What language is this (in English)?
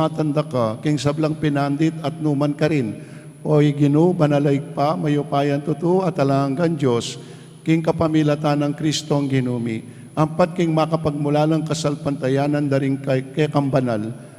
Pampanga